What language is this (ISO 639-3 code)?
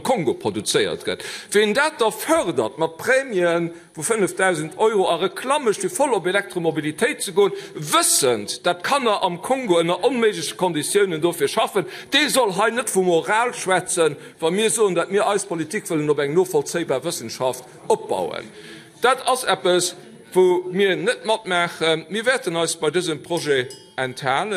ltz